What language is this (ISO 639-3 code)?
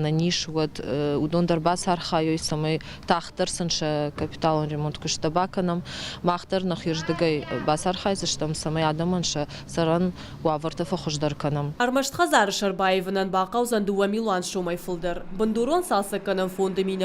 oss